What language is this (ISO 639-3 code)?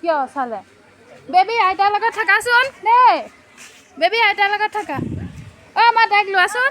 asm